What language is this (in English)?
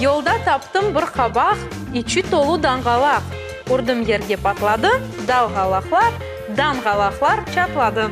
Crimean Tatar